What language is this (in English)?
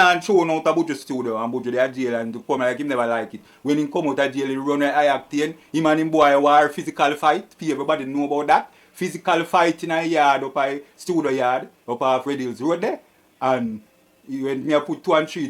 Jamaican Creole English